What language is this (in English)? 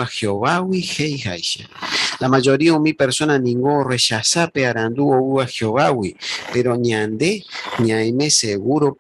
Guarani